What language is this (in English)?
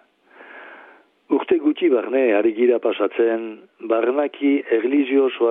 Basque